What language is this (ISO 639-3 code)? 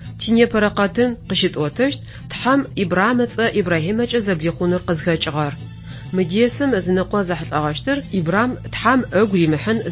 ady